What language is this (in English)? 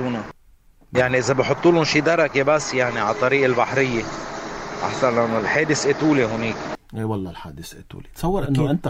North Levantine Arabic